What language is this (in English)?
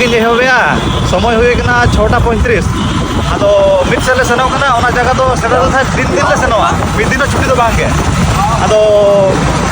Santali